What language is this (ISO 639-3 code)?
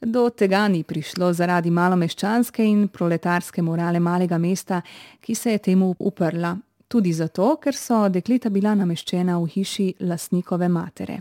slv